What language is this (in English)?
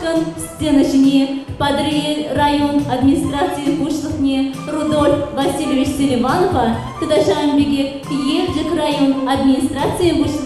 Chuvash